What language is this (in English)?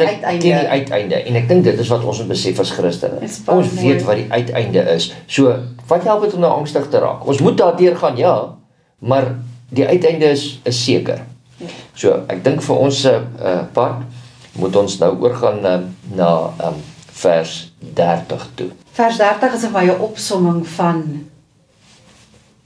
Afrikaans